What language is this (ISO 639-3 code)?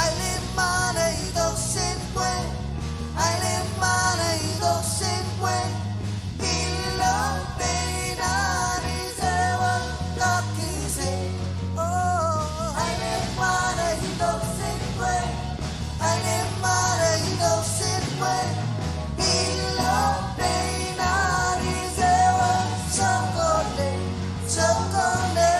mah